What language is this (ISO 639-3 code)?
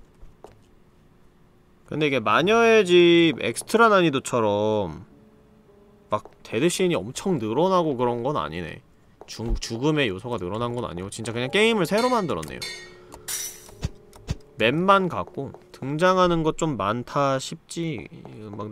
kor